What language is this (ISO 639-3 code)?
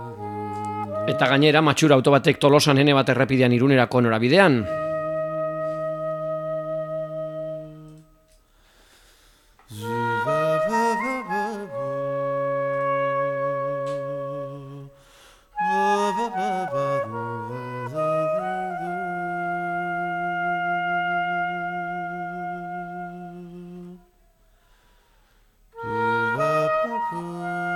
eus